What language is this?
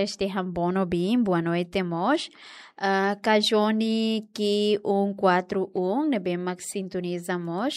Tetum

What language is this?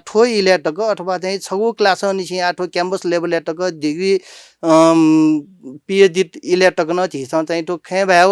Newari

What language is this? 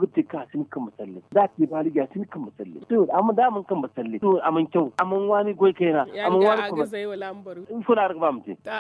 Zarma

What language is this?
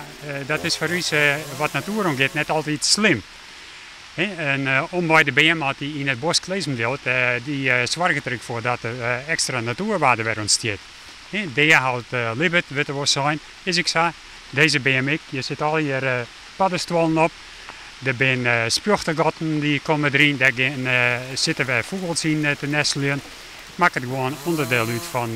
Western Frisian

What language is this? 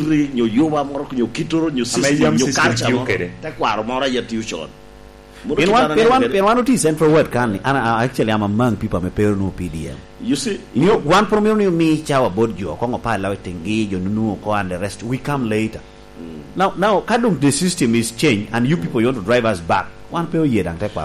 Lango (Uganda)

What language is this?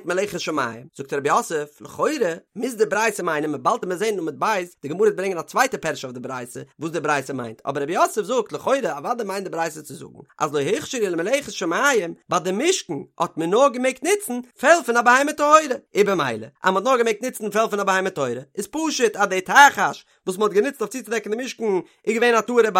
Yiddish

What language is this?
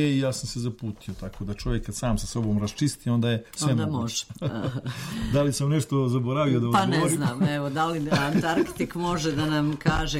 Serbian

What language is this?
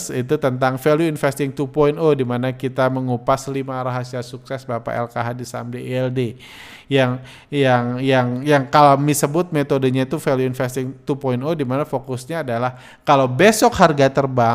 Indonesian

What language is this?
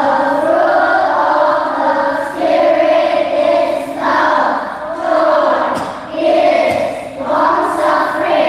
Tangkhul Naga (India)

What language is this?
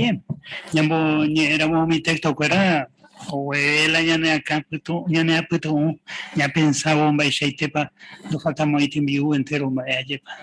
Guarani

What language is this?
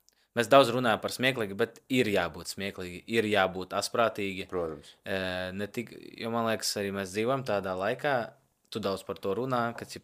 Latvian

